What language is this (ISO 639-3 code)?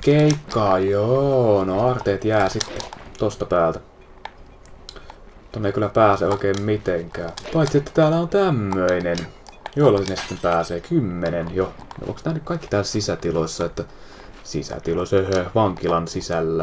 fin